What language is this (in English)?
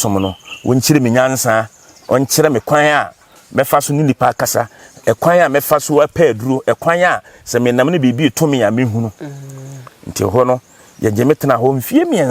Akan